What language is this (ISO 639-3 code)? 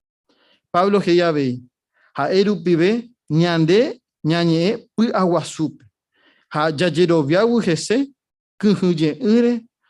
grn